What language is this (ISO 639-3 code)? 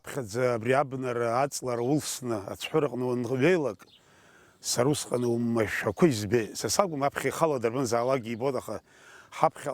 abk